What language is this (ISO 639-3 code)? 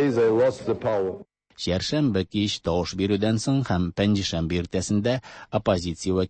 tat